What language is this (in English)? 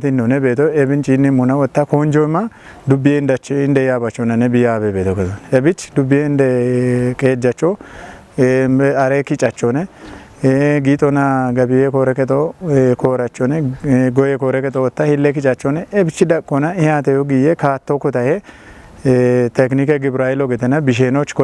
Kafa